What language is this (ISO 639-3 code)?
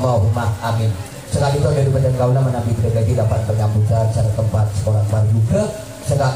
mad